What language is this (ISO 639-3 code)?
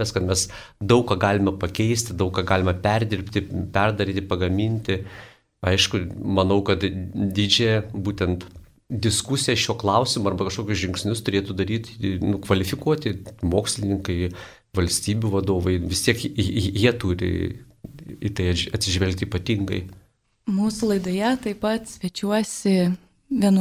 lit